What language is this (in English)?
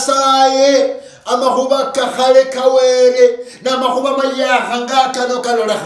Luyia